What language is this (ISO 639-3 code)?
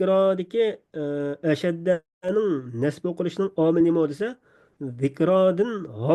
uig